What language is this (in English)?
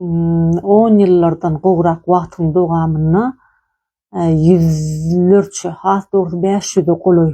Turkmen